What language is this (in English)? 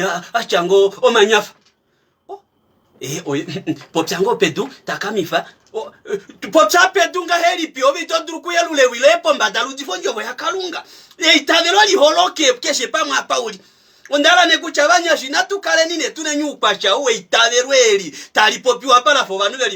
Kuanyama